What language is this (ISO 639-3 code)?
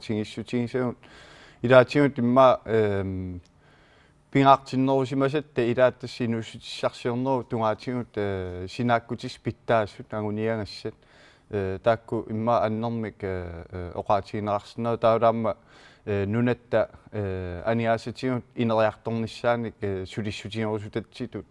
kal